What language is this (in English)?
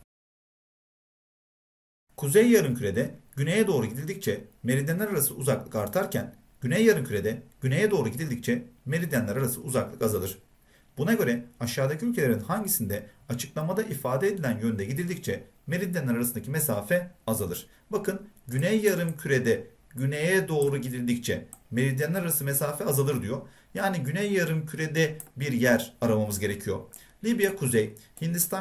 Turkish